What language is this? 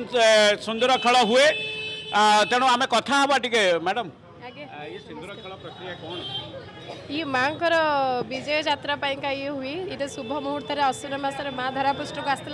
Odia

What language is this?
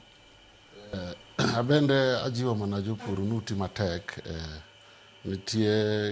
Luo (Kenya and Tanzania)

